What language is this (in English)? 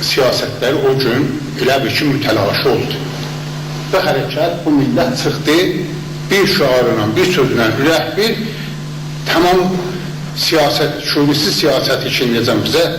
South Azerbaijani